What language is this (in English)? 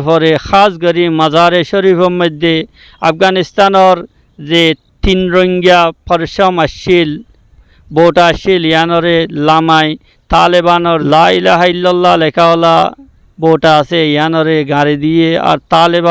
Rohingya